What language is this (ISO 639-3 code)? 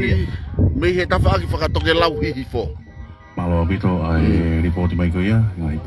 ton